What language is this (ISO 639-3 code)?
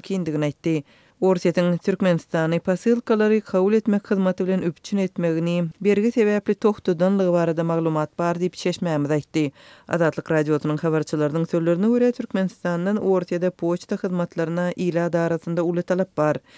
tuk